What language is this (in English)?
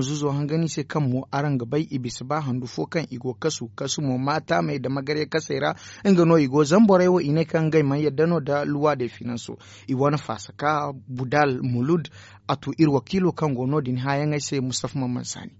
Zarma